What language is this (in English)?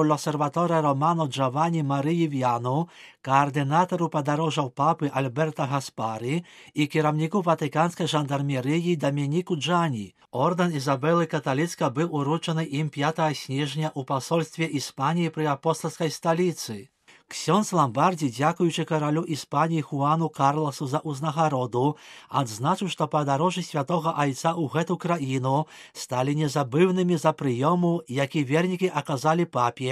Belarusian